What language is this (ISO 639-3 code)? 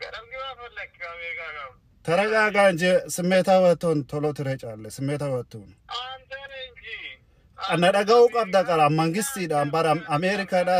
orm